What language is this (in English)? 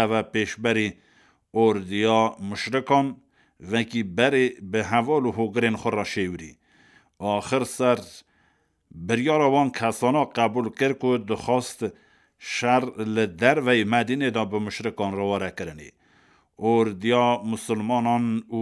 Kurdish